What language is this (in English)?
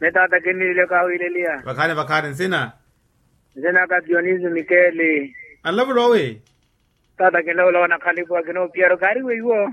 Makhuwa